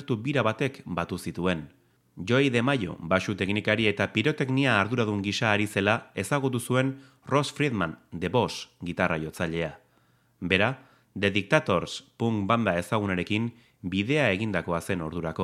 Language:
Basque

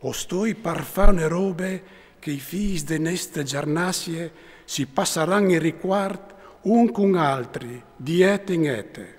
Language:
Friulian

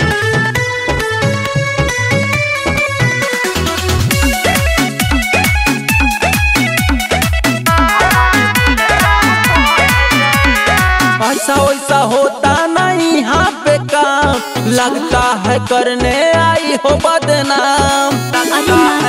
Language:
Bhojpuri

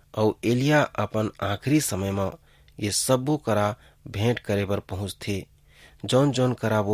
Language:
Chhattisgarhi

